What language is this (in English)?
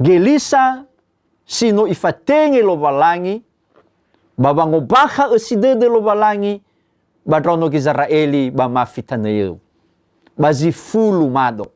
Nias